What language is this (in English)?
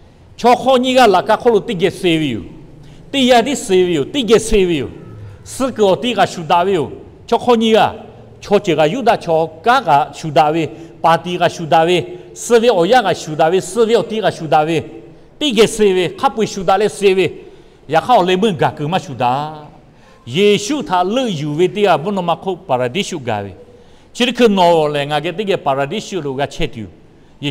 Lahu